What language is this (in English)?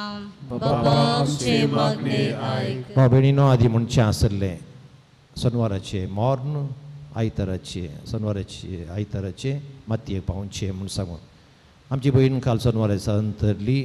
Konkani